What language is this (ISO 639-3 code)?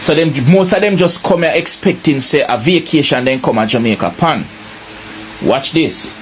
jam